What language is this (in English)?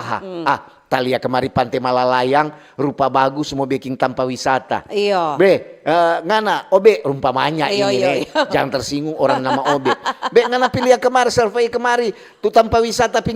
Manado Malay